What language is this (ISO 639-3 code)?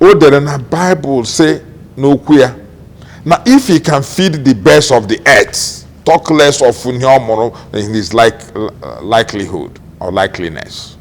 ibo